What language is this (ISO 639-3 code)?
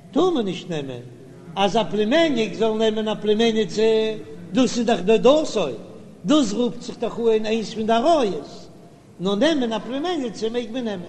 yid